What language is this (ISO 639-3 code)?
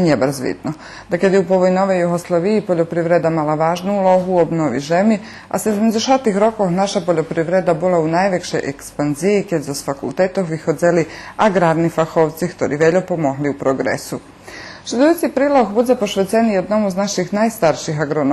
rue